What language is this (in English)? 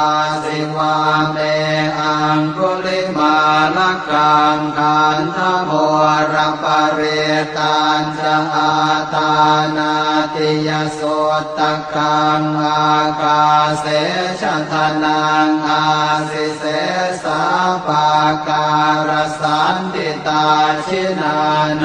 Pali